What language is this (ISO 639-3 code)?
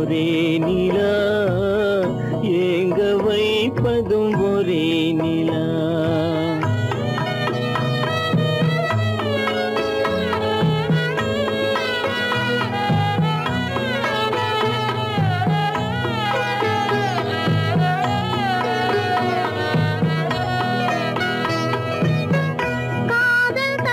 tam